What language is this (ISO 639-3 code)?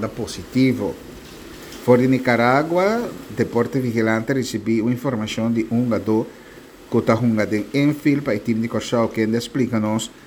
pap